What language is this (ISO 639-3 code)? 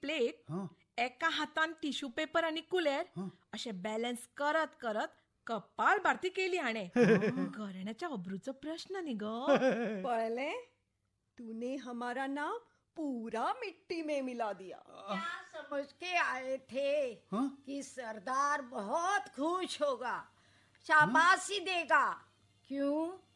kok